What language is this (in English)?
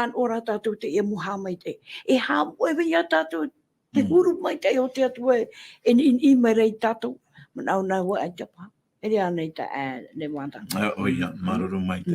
Tahitian